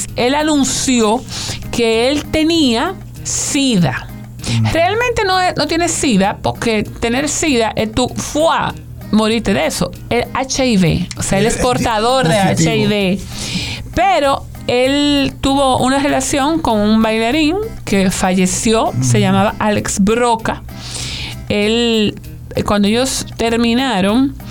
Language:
Spanish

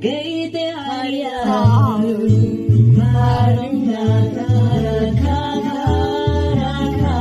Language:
Māori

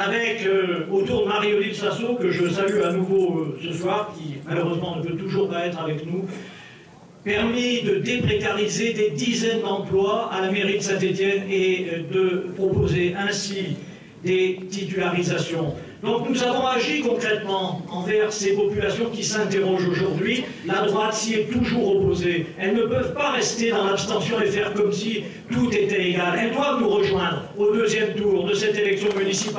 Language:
French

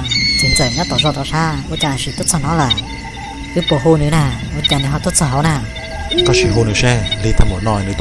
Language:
Hmong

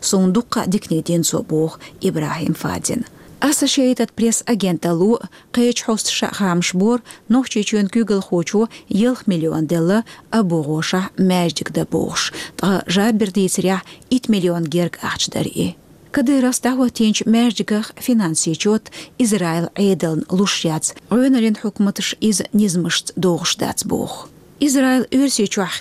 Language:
Chechen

